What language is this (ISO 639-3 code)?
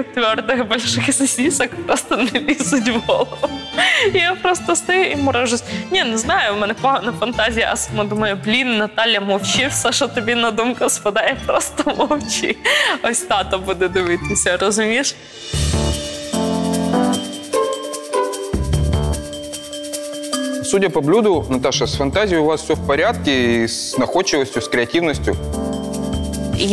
ukr